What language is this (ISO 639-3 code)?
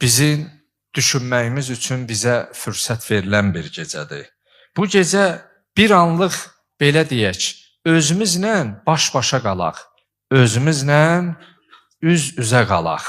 aze